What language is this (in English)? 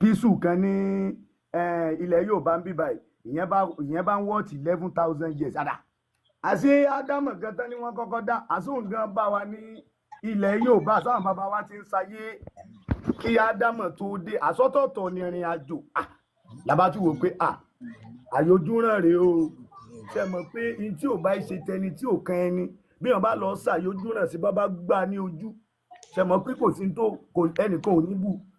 Yoruba